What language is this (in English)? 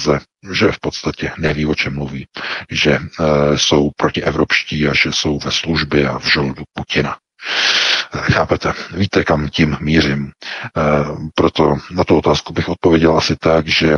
Czech